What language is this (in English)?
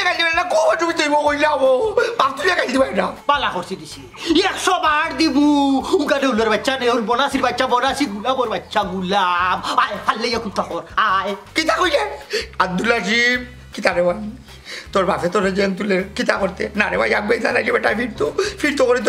Sylheti